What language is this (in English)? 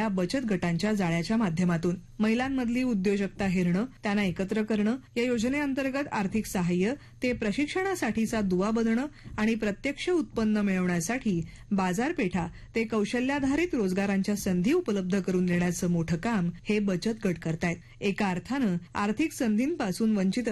Marathi